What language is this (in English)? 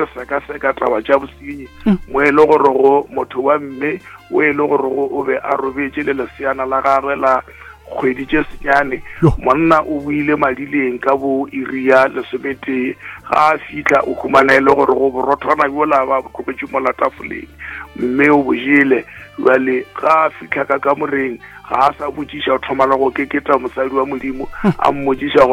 Northern Sotho